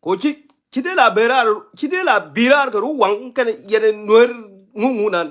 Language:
Nuer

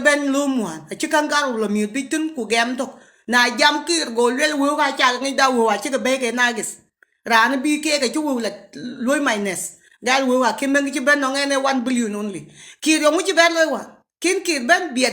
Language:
Nuer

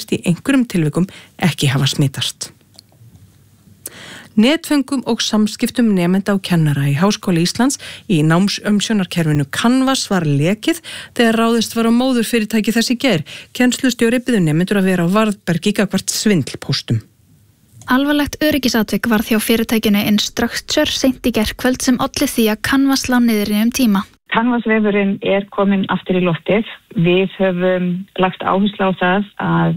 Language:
Icelandic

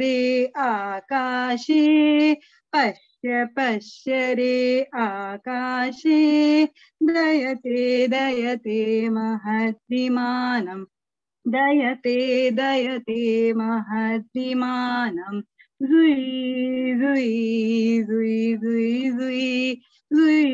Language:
Sanskrit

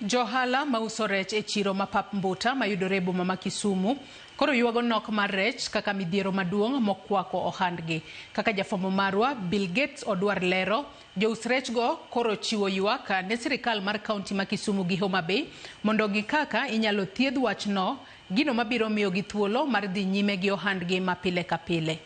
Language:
Luo (Kenya and Tanzania)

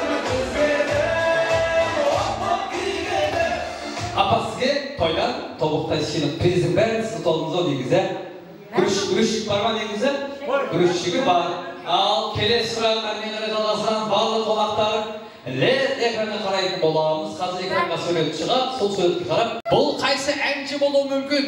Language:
Kara-Kalpak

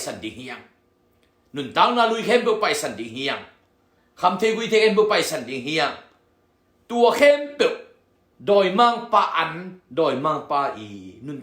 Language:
Tedim Chin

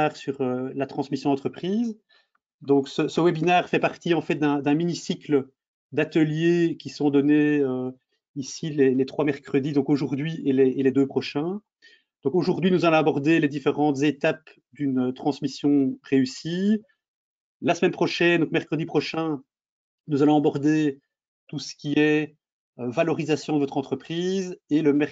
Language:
French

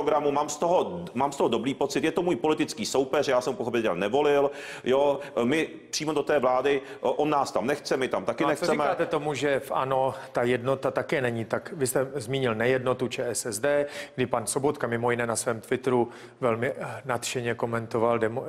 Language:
Czech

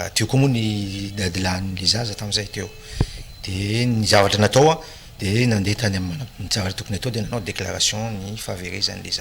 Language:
Malagasy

